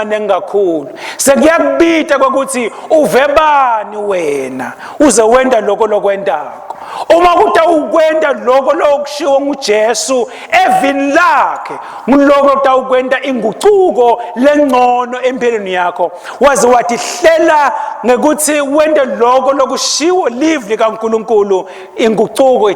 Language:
Swati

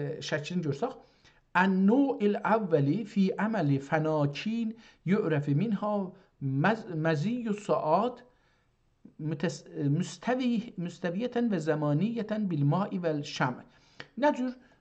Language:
South Azerbaijani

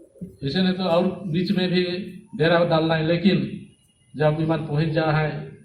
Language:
Sadri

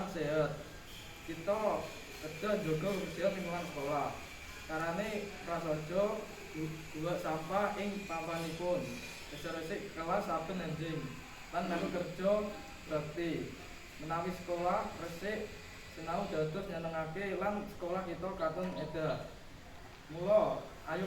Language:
Javanese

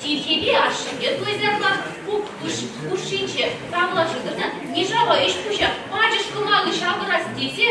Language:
Chuvash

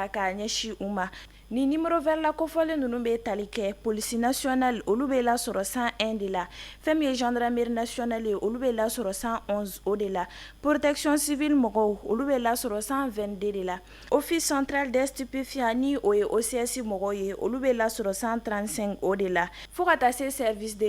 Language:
Bambara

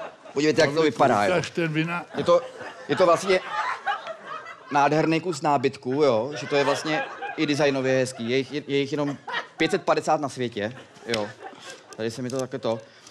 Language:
Czech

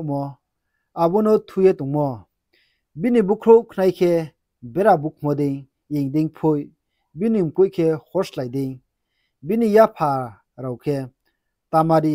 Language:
Riang (India)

